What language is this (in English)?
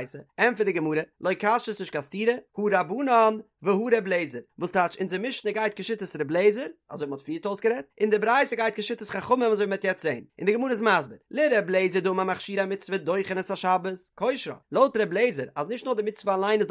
Yiddish